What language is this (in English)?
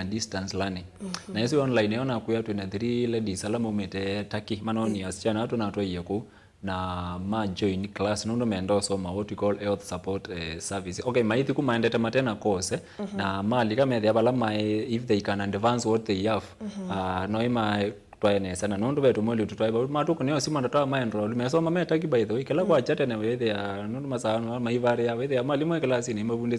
Kamba